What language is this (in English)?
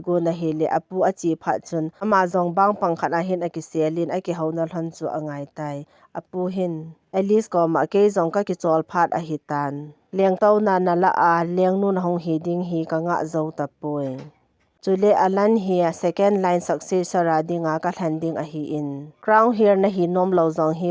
Thado Chin